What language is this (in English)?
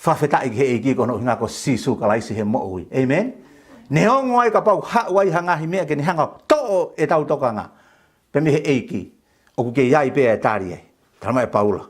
Tongan